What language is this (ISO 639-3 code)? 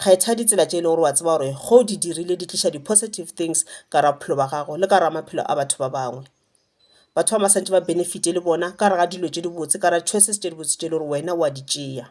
nso